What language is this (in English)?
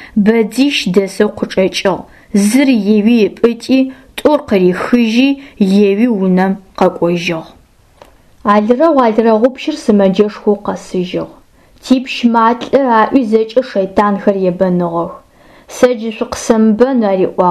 Adyghe